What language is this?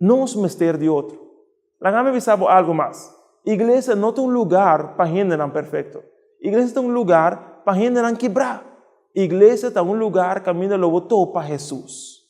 Papiamento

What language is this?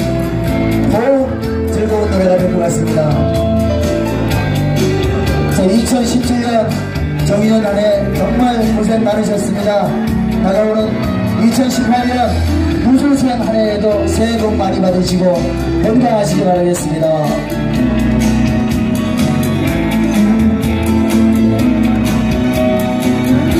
Korean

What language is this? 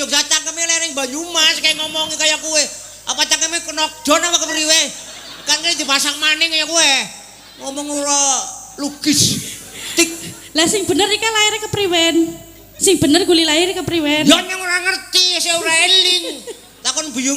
Javanese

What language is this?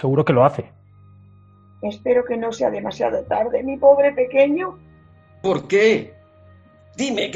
Spanish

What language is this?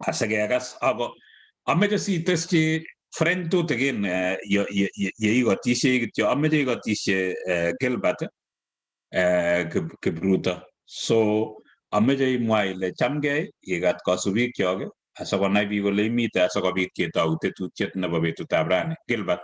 Kalenjin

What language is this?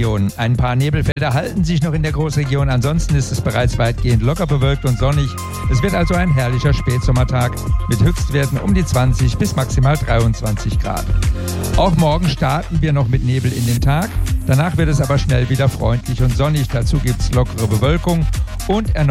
German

